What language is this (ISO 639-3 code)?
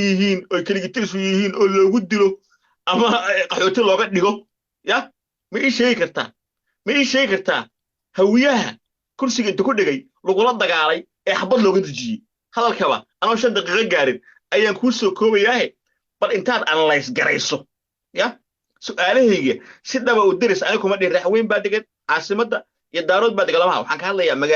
som